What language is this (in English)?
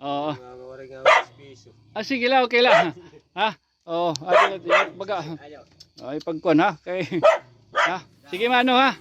Waray